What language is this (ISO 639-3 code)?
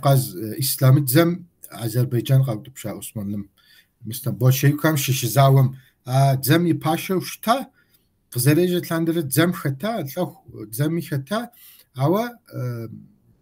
kbd